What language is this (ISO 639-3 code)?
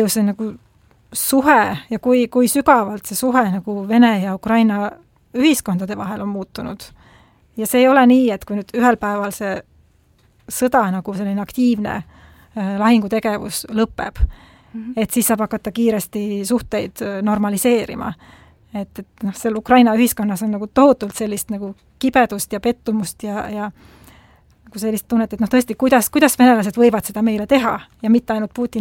est